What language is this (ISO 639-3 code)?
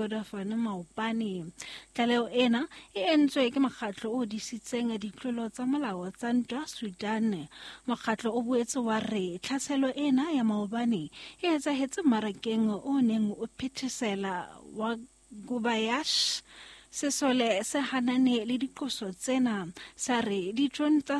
sot